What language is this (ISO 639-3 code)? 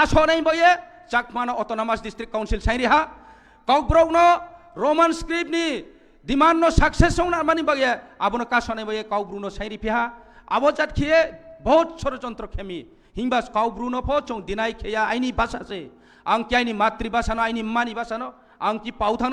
trp